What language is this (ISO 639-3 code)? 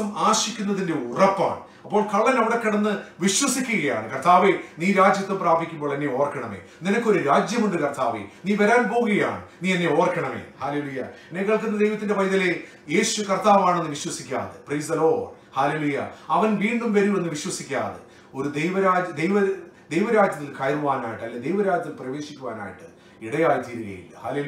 mal